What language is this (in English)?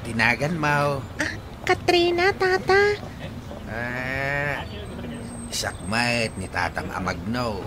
Iloko